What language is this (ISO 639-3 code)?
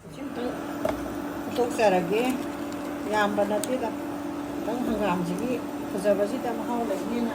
mni